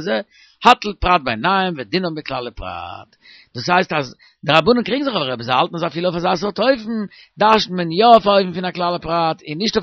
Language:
Yiddish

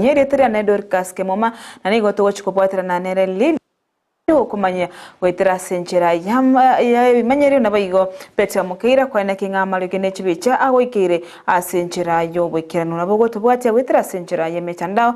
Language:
Gusii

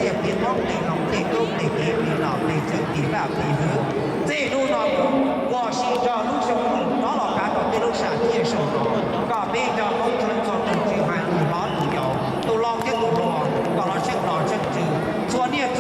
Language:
Hmong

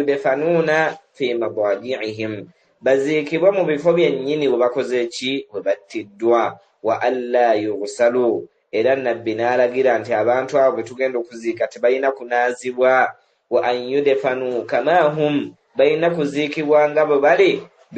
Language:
Ganda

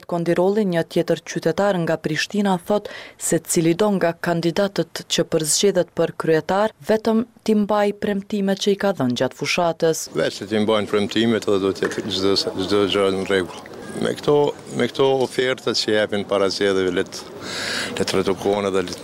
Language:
Albanian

